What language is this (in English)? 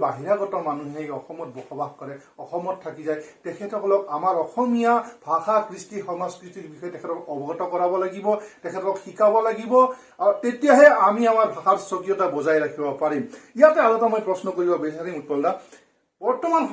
Assamese